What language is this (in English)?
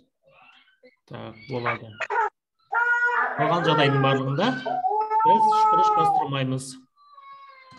Kazakh